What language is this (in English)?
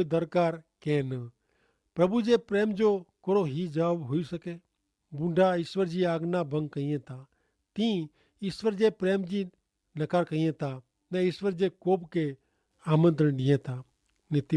Kachhi